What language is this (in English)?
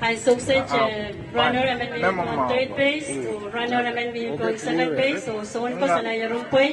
Pohnpeian